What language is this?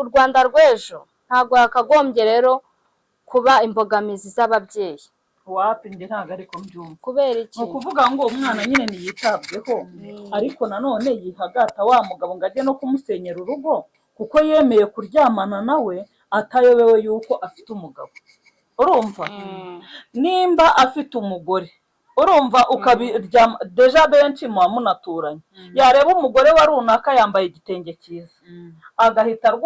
Kinyarwanda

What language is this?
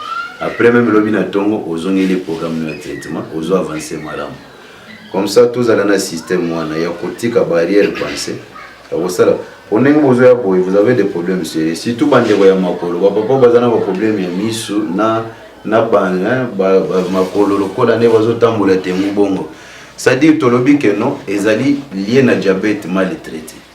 Lingala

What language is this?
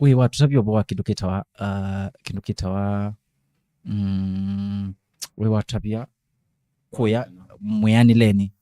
Kamba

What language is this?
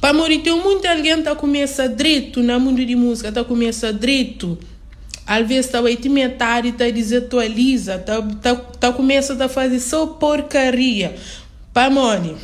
Kabuverdianu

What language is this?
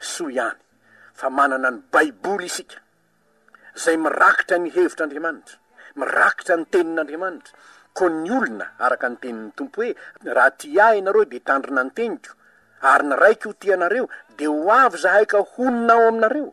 Malagasy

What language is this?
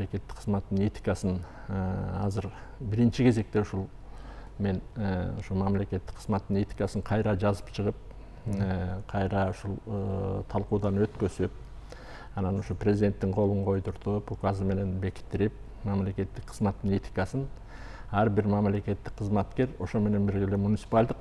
Kyrgyz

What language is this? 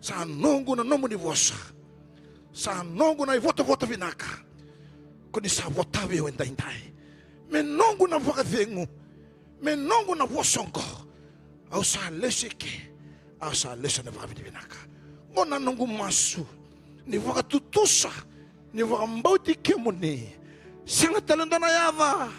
Fijian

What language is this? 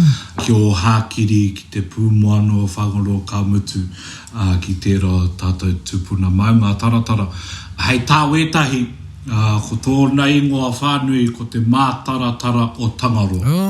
Māori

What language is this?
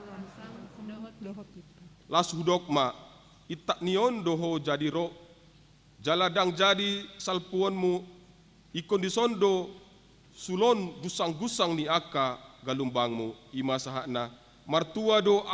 Batak Toba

